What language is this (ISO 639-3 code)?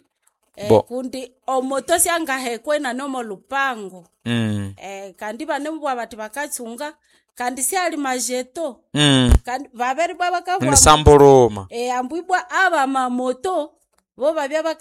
nnb